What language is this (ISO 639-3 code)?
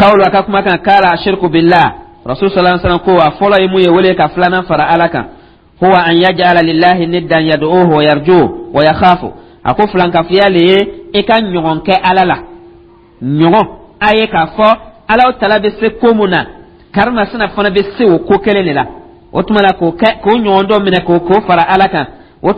dyu